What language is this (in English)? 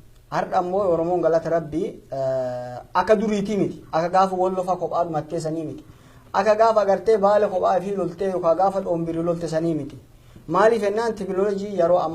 Oromo